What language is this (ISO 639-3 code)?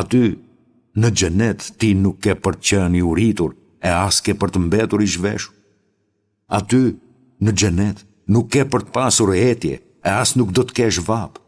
sqi